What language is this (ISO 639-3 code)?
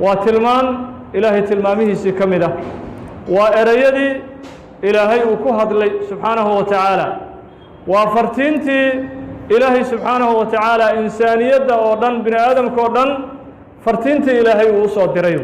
som